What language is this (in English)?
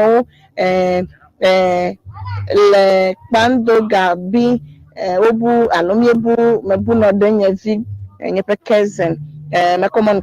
Ewe